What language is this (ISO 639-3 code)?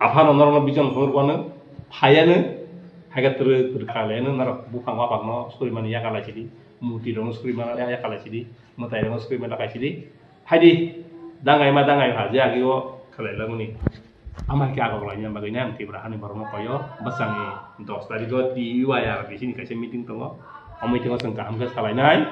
trp